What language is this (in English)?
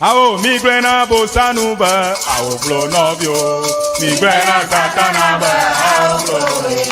Ewe